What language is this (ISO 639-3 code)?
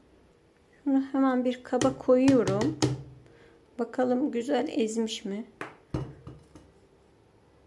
tur